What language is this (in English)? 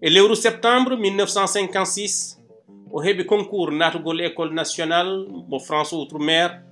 Fula